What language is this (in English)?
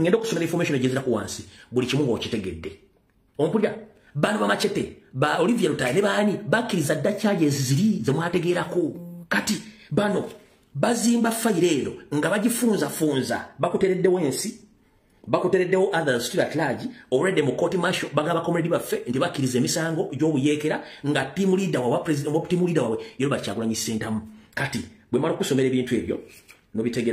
Ganda